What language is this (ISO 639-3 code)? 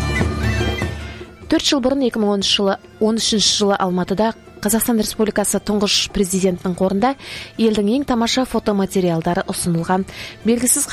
kaz